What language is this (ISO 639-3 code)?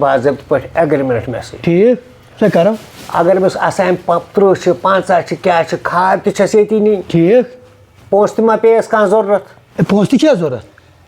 kas